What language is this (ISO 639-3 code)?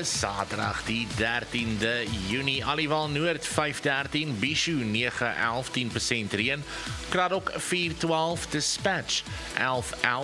afr